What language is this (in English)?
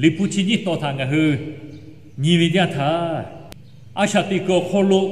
Lahu